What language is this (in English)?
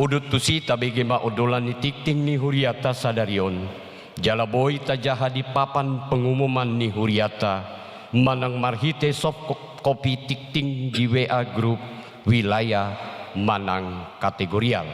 Batak Toba